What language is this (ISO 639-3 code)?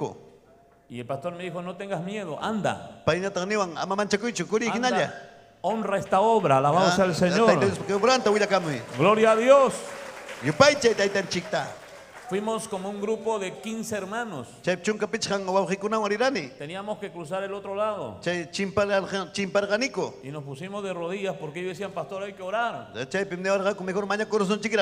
quy